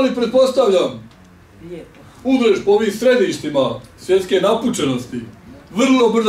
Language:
Bosnian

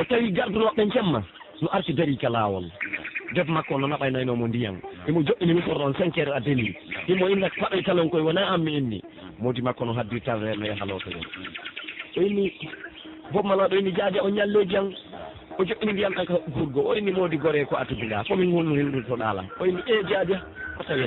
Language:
Pular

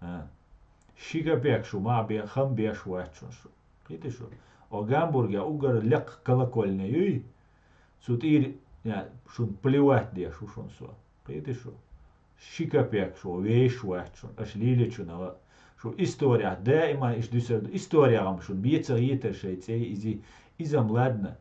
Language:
Chechen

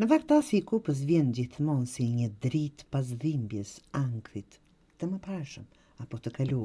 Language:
Albanian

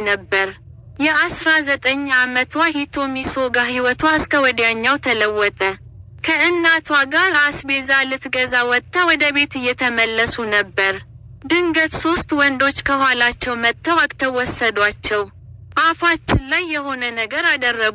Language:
Amharic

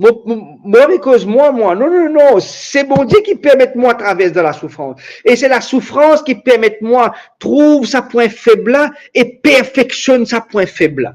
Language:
Morisyen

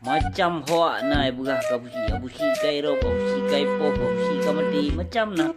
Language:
Achinese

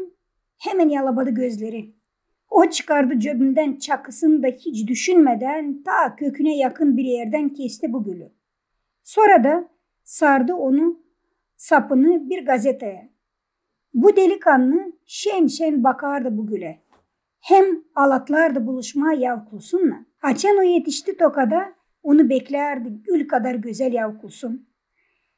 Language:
Gagauz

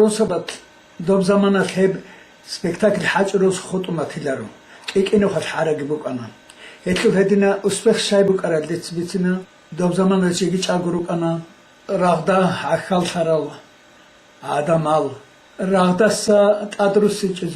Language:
Avaric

